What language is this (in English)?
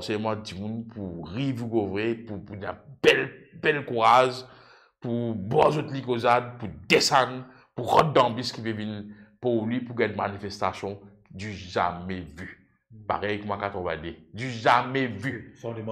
Morisyen